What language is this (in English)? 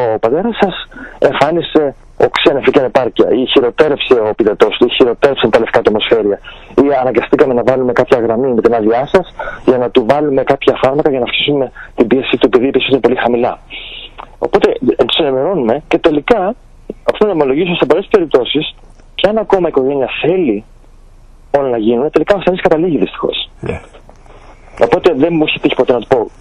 Greek